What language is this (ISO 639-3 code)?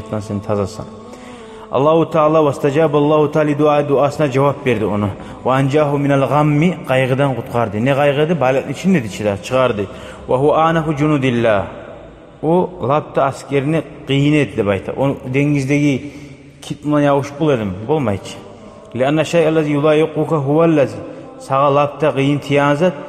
kum